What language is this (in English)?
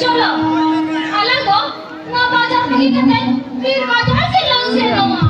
Santali